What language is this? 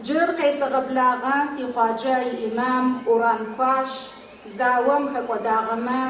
Adyghe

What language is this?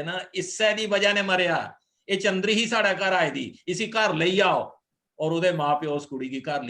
Dogri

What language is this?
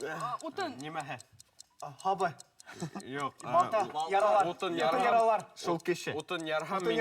Bashkir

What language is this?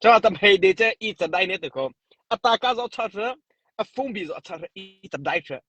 Mara Chin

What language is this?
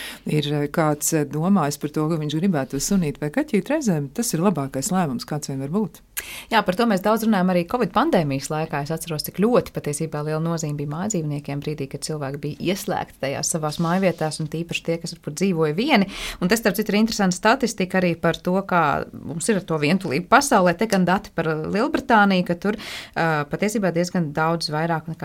Latvian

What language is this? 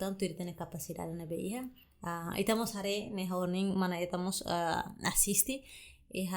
Tetum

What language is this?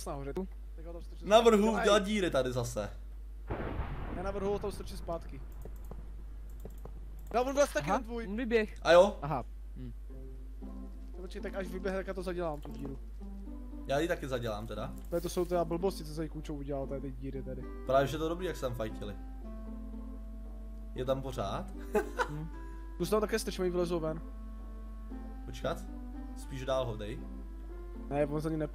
Czech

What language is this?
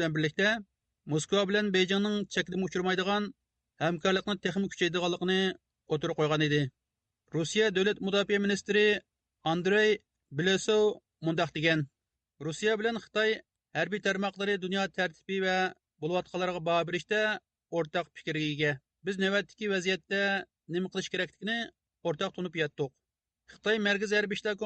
Uyghur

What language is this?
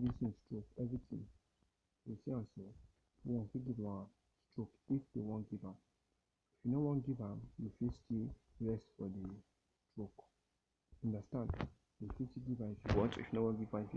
Nigerian Pidgin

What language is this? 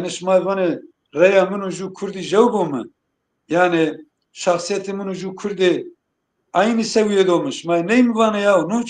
Zaza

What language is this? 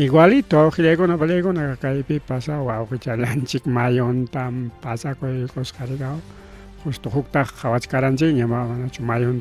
Ayacucho Quechua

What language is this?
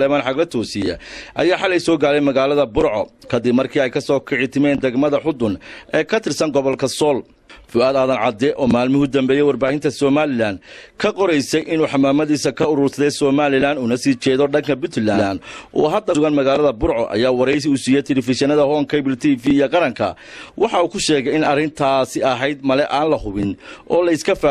Somali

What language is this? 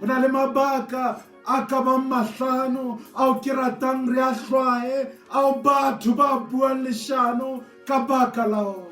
Southern Sotho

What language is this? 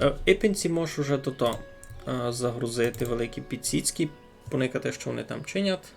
Rusyn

